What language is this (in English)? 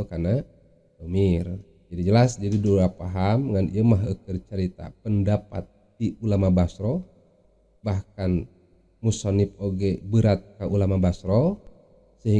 Sundanese